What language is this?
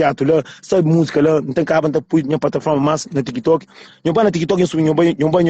Kabuverdianu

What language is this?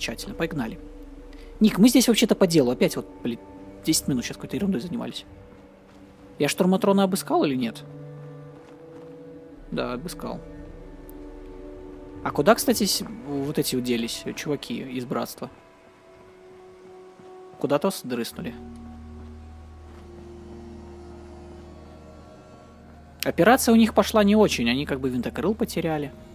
Russian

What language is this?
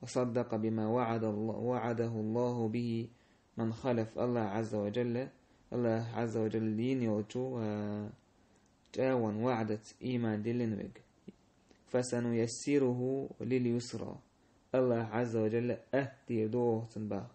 Chechen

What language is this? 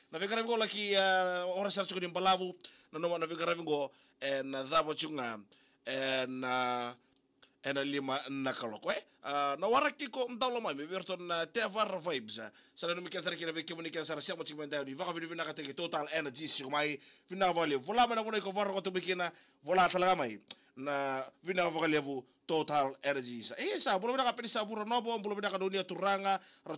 Fijian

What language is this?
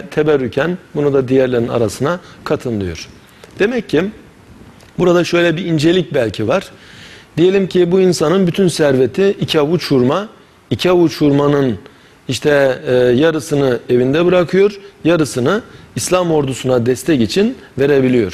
Turkish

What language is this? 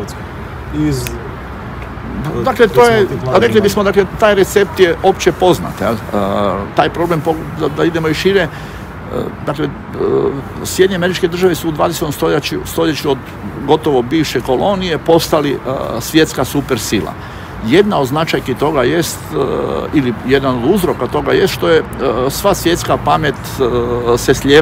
Croatian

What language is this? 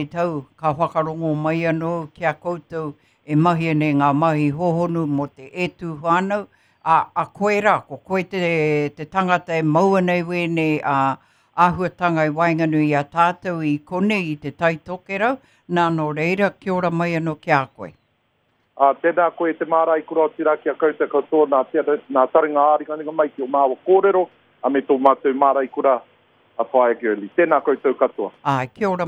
Māori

